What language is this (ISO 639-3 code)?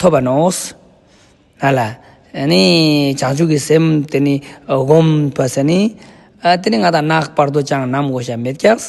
lbj